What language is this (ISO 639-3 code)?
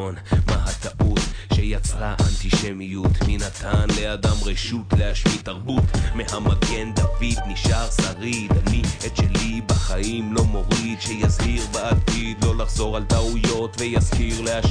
heb